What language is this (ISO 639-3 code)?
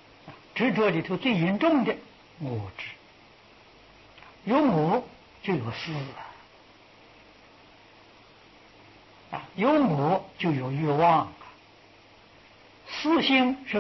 zho